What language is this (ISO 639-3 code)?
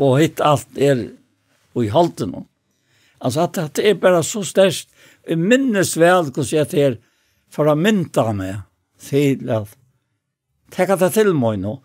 fao